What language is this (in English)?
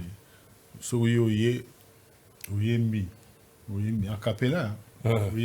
Lingala